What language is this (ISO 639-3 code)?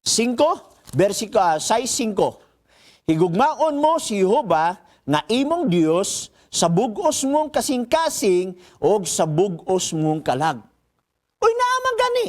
ceb